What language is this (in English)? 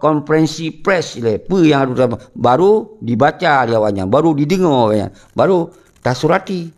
Achinese